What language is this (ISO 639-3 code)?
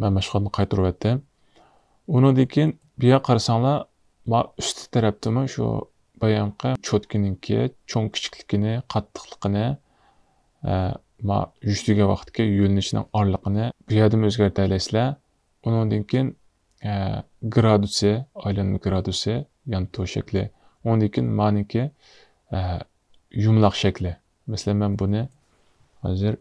uig